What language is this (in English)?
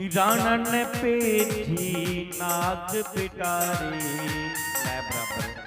Dogri